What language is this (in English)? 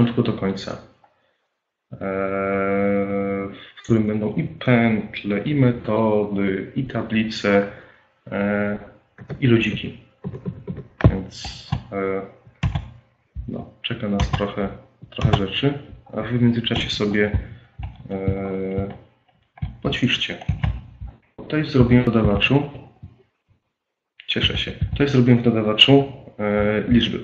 Polish